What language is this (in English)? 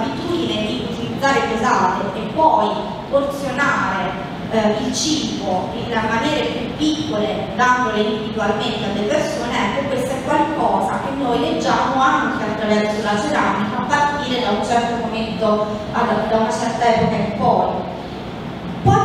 Italian